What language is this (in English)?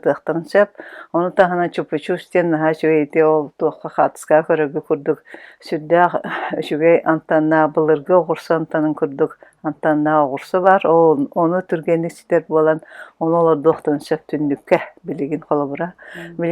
Yakut